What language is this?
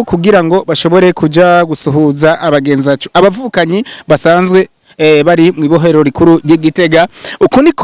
Rundi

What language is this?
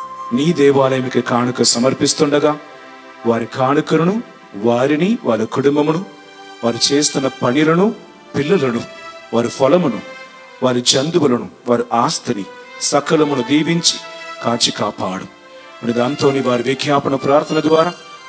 Telugu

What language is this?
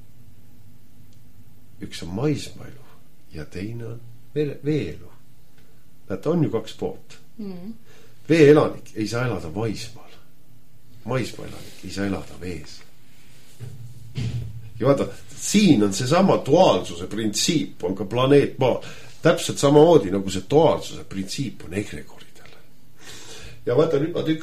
Estonian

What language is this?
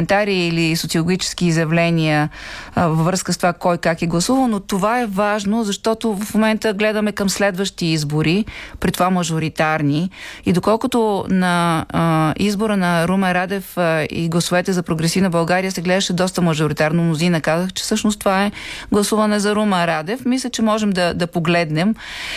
Bulgarian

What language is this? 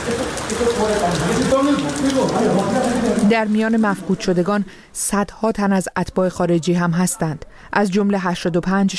Persian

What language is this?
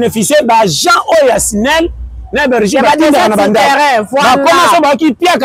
Lingala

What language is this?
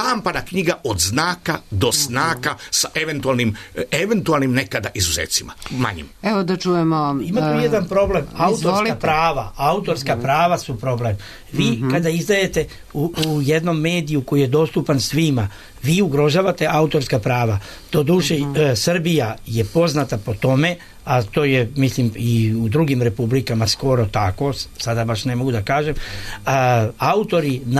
Serbian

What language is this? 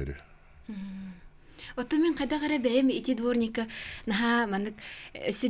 Yakut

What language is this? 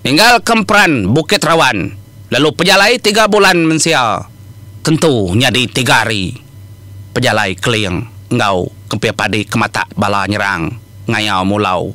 Iban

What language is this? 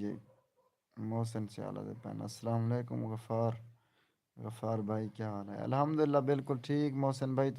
Saraiki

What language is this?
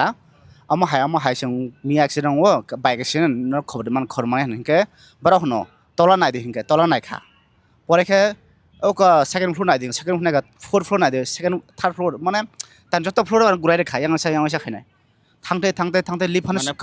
Kok Borok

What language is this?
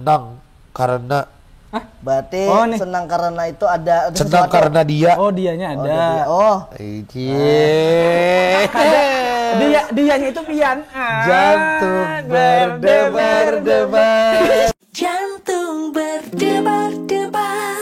Banjar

